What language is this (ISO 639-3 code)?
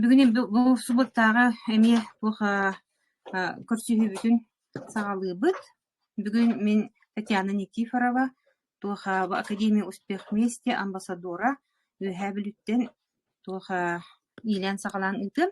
sah